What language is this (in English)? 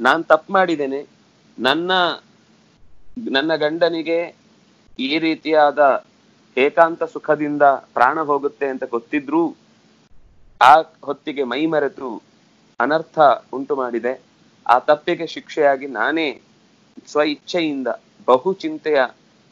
Kannada